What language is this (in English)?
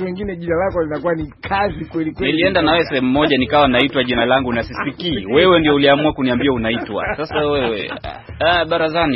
Swahili